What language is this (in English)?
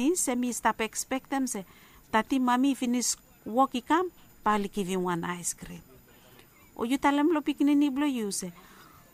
Bislama